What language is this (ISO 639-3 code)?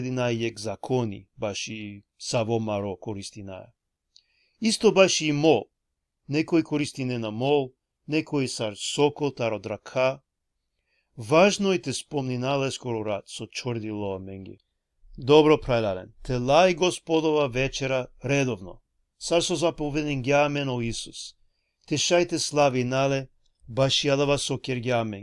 rmn